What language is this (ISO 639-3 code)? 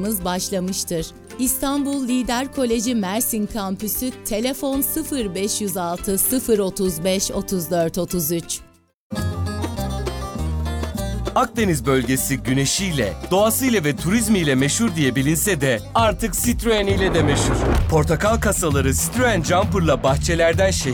tur